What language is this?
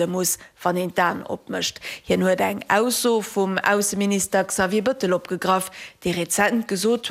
Luxembourgish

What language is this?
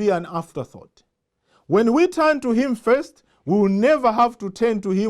English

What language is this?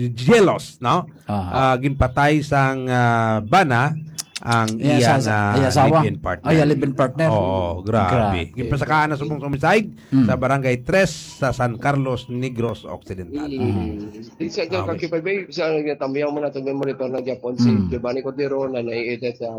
Hiligaynon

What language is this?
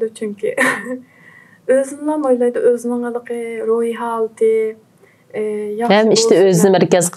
Uyghur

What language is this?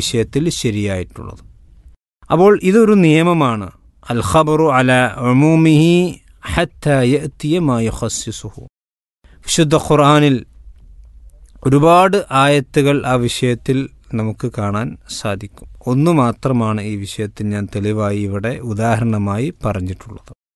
Malayalam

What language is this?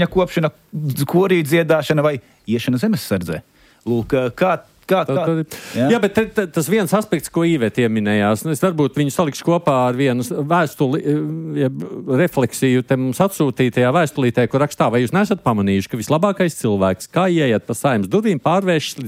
Latvian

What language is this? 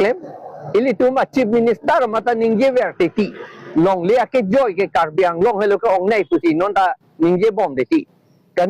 Karbi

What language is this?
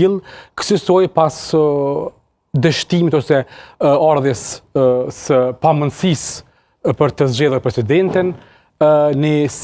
Albanian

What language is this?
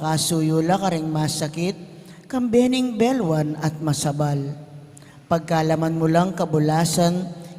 Pampanga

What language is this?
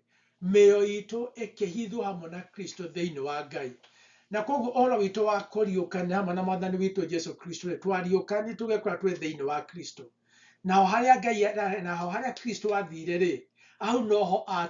Kikuyu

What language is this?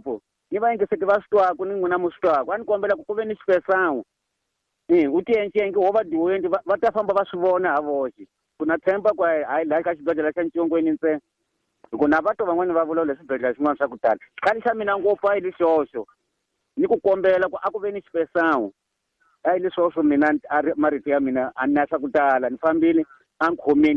Tsonga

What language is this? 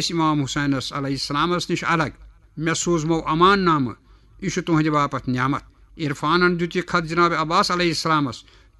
Kashmiri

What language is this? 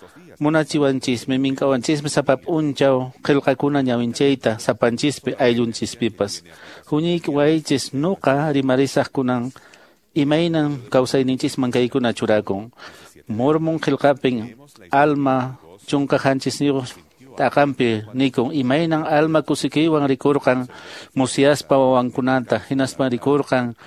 Quechua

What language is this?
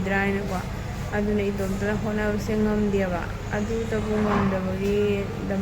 Manipuri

